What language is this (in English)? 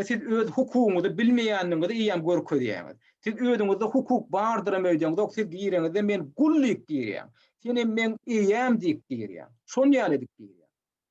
Turkmen